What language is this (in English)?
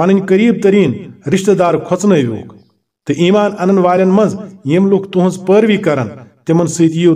Kashmiri